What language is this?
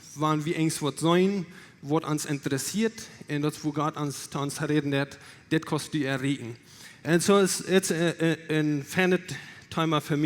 Plautdietsch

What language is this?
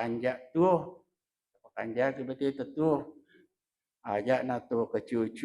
Buginese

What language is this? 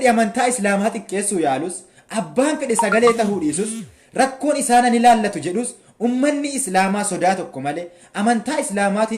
Oromo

